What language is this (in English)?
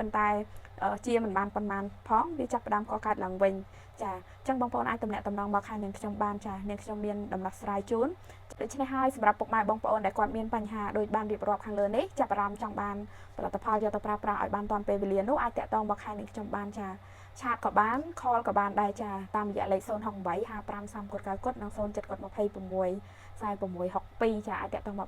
Khmer